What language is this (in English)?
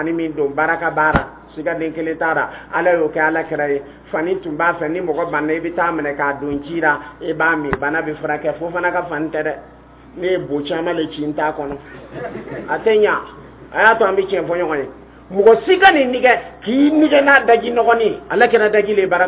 Dyula